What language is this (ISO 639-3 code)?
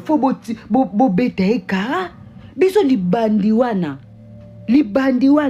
lin